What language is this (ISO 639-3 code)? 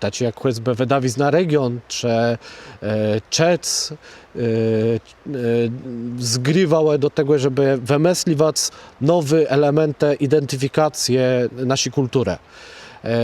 csb